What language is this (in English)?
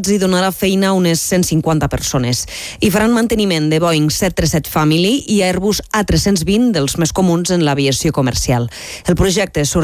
Catalan